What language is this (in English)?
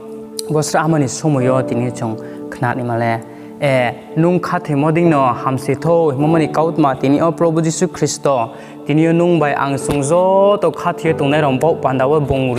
Riang (India)